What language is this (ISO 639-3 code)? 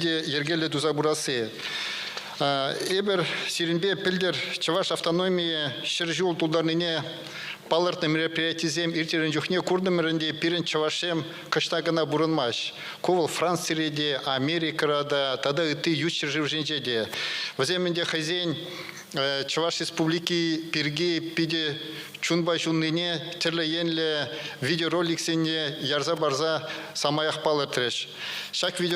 chv